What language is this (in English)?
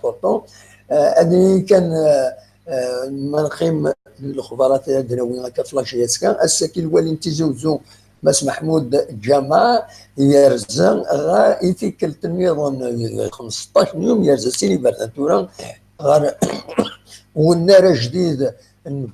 Kabyle